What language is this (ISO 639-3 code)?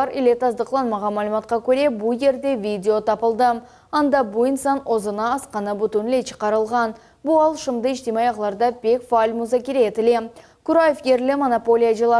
crh